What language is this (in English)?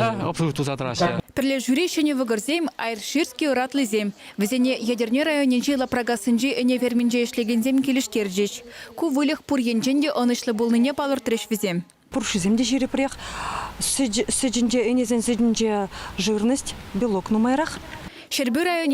Chuvash